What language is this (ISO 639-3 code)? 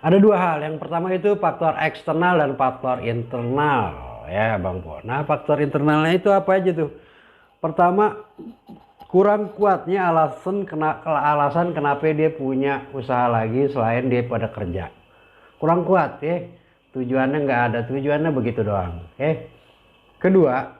bew